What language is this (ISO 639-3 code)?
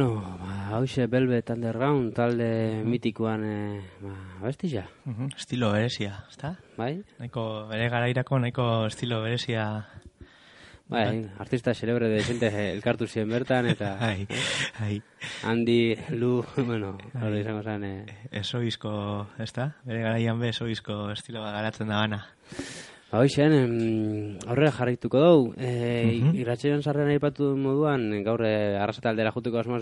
eus